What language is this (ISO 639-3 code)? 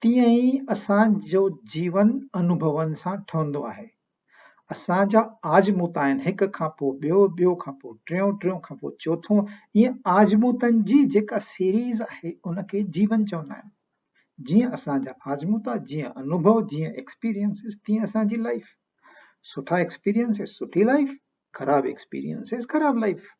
snd